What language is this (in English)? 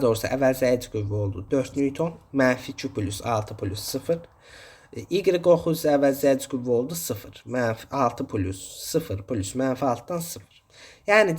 Azerbaijani